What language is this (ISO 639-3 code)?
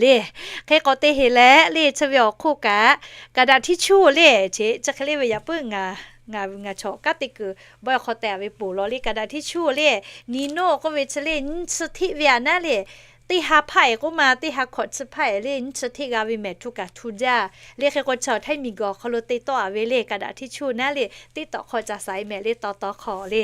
lhu